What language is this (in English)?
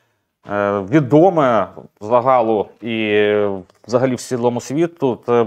Ukrainian